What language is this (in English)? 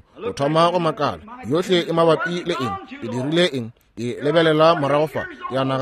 Northern Sotho